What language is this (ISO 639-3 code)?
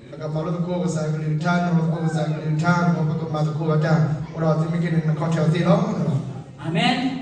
ksw